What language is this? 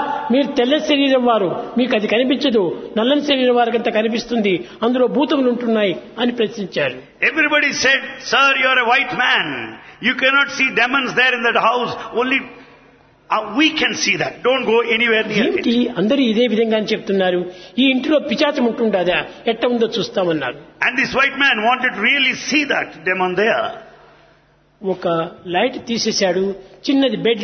Telugu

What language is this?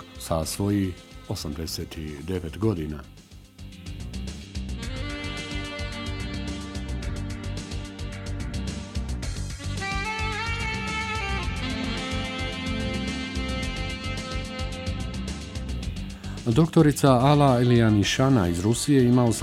Bosnian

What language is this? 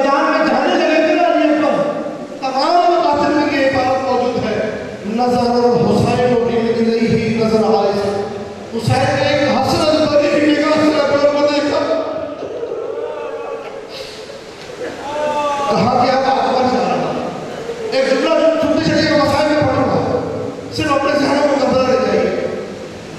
Urdu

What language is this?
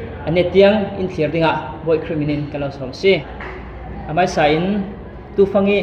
Falam Chin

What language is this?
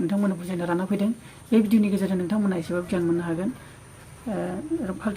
Bodo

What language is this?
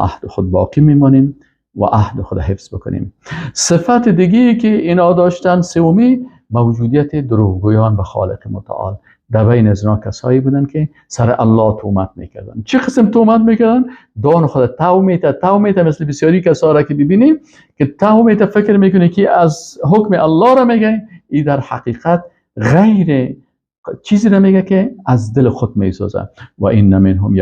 Persian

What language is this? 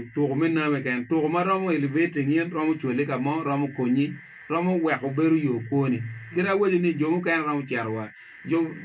Acoli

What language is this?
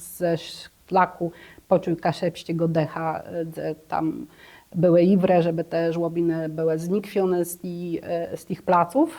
Kashubian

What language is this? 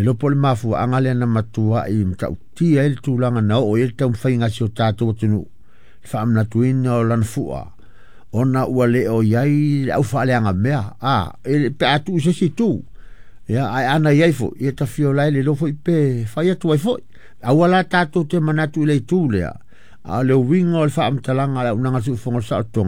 Samoan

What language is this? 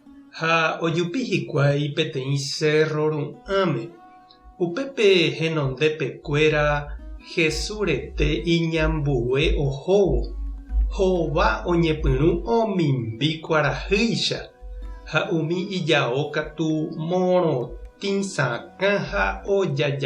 Guarani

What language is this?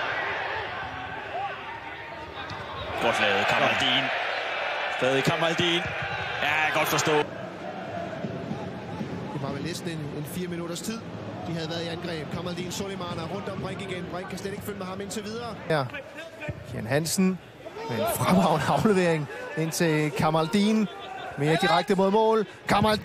Danish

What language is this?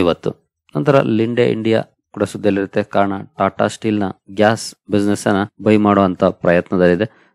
Kannada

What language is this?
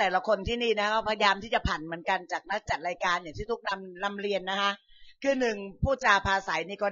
Thai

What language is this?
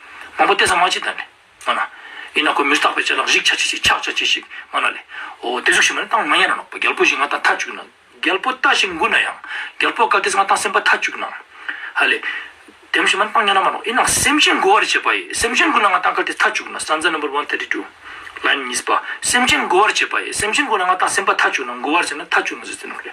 Ladakhi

